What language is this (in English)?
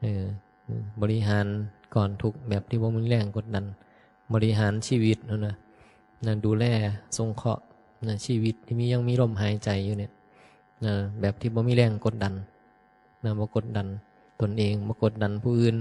Northeastern Thai